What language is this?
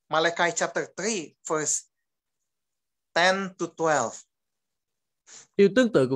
Vietnamese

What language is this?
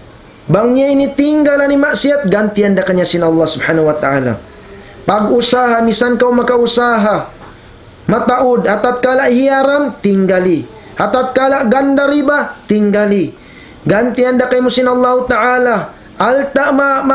Tausug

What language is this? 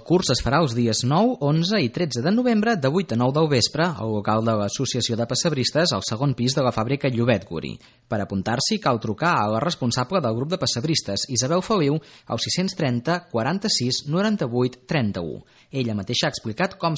Catalan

